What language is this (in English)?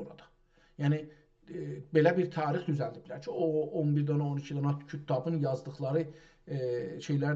South Azerbaijani